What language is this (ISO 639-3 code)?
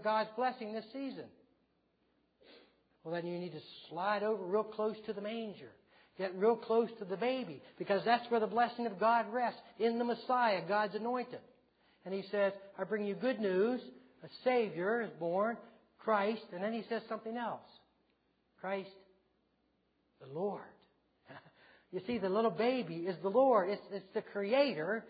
eng